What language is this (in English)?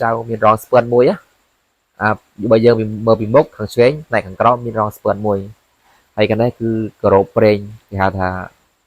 Khmer